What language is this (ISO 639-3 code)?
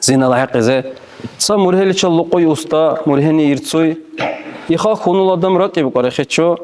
dar